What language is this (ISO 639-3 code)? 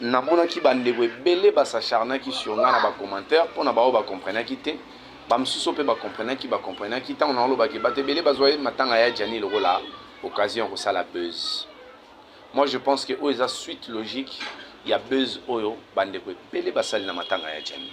lin